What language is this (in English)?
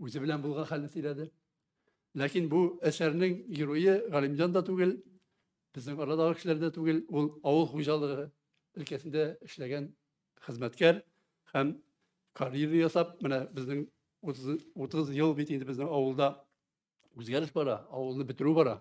Tatar